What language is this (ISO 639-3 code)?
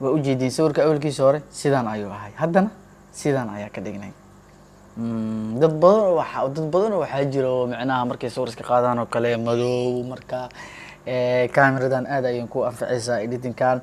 som